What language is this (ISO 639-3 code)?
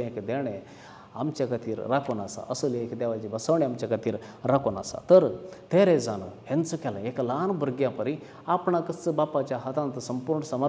kok